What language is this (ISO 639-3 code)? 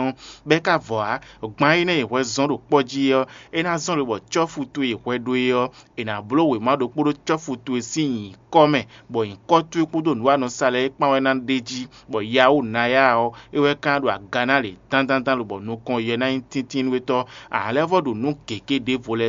fon